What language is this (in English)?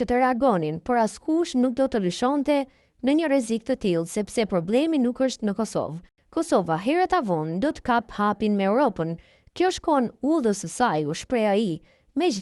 Albanian